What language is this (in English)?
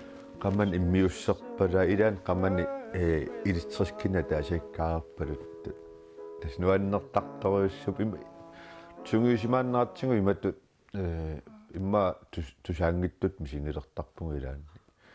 Kalaallisut